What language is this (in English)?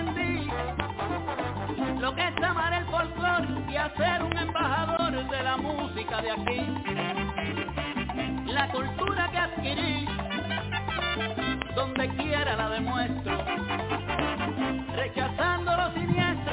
Spanish